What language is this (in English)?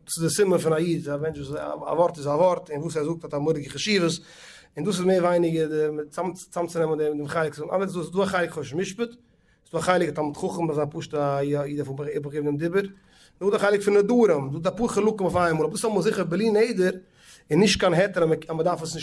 Yiddish